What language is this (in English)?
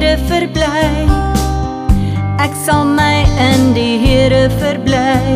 Afrikaans